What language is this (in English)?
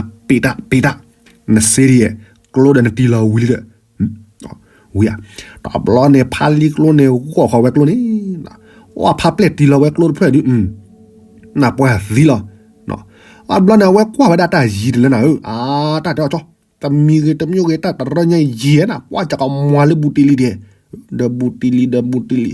S'gaw Karen